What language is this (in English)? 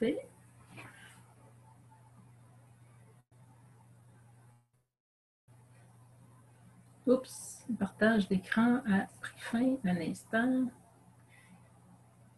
French